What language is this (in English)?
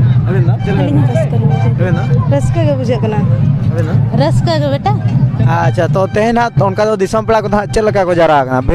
Santali